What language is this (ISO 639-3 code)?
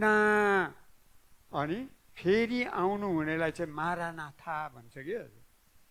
nep